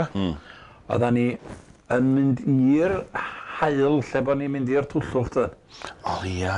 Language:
Welsh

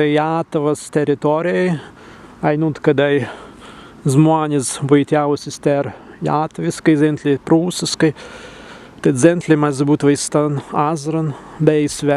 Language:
Prussian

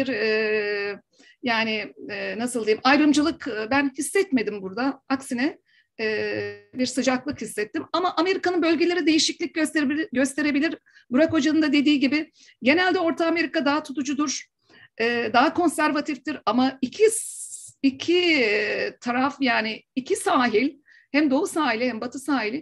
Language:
Turkish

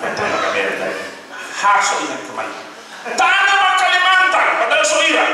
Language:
Nias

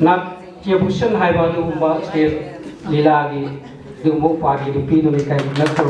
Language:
Manipuri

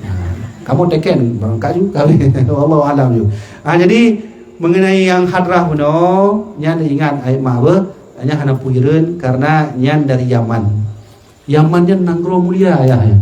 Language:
Achinese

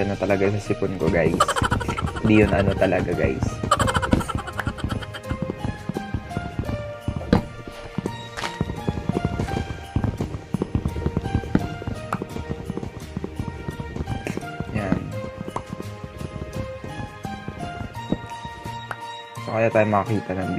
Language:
Filipino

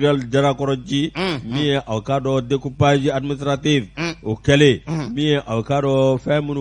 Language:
Bambara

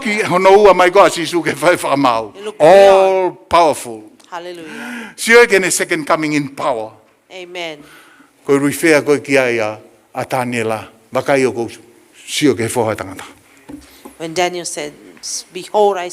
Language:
Tongan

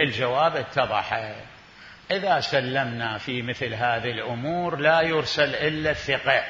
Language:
Mesopotamian Arabic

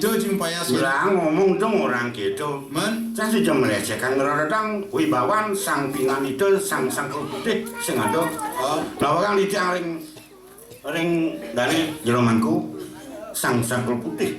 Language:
Balinese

